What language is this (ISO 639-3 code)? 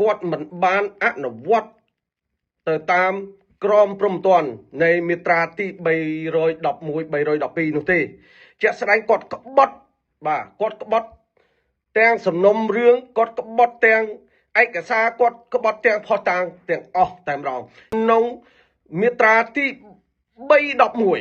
khm